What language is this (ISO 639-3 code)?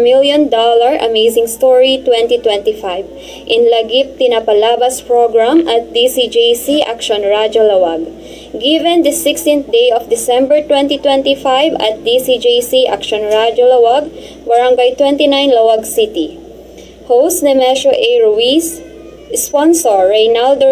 ilo